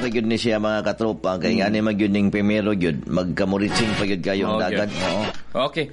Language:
Cebuano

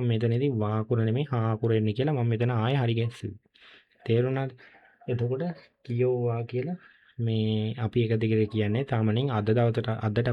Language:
Sinhala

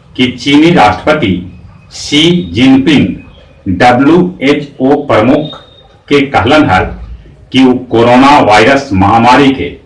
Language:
Magahi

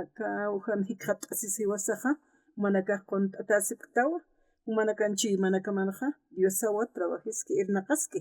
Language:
Aymara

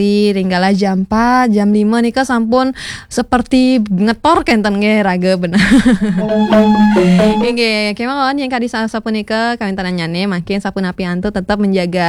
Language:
Balinese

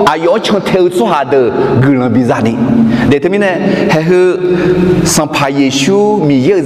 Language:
Akha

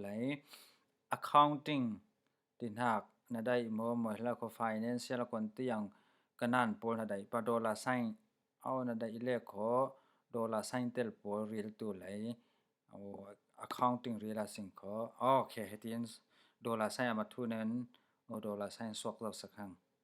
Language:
Falam Chin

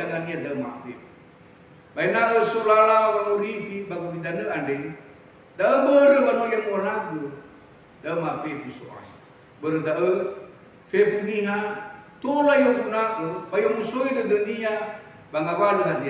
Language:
Nias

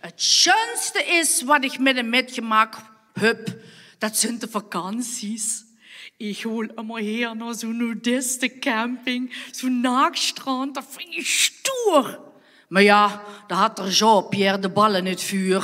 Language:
Limburgish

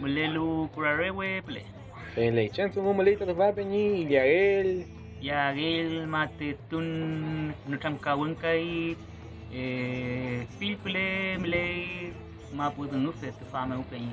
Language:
Mapuche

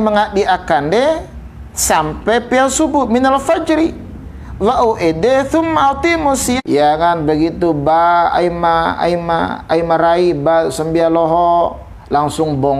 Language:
Bima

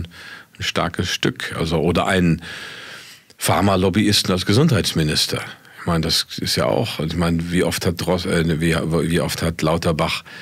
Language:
German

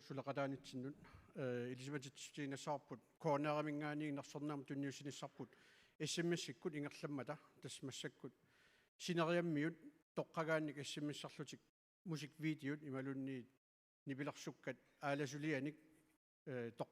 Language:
Kalaallisut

